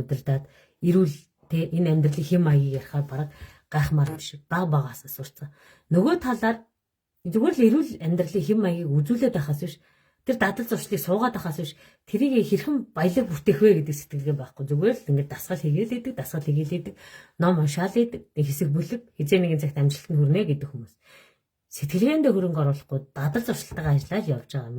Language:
Mongolian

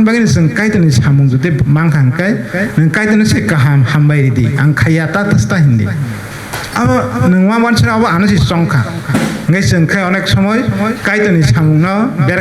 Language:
Kok Borok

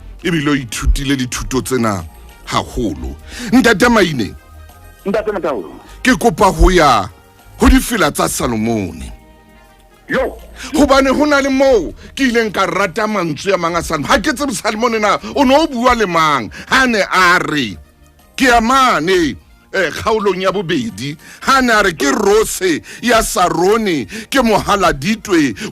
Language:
Southern Sotho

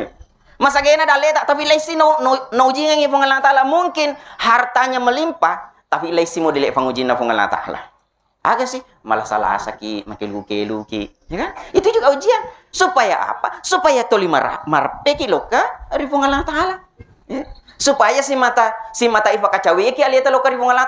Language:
Buginese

